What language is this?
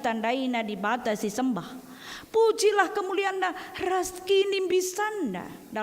Batak Karo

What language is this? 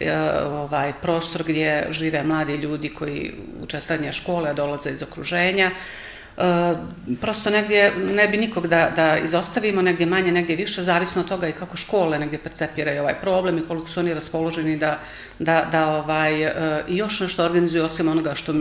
Serbian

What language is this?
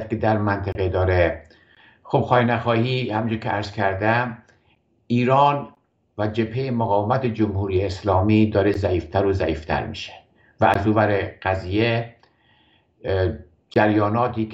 Persian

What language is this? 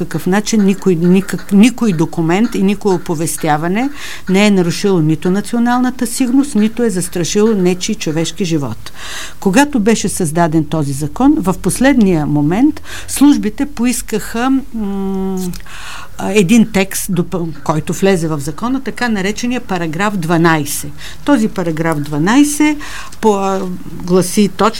Bulgarian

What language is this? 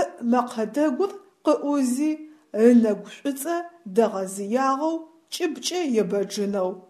Adyghe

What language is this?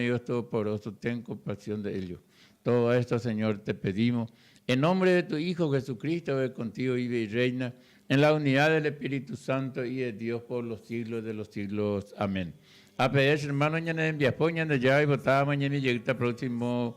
Guarani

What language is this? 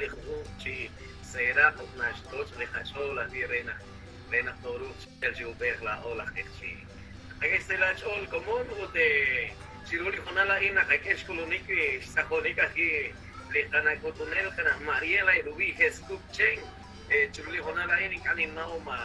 Kekchí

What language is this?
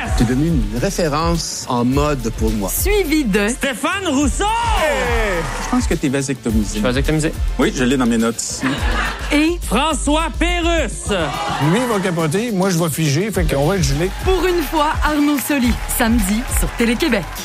French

